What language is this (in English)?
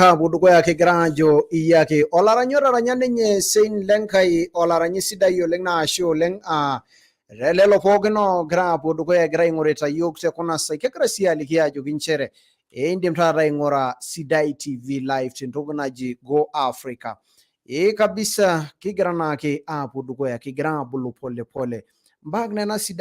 Masai